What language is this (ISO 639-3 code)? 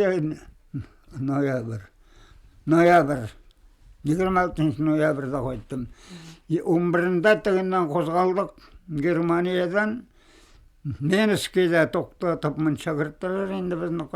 bak